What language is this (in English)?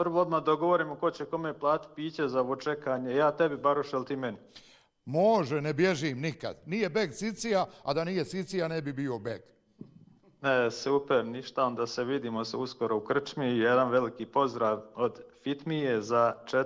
Bosnian